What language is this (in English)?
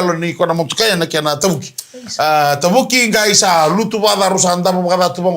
Fijian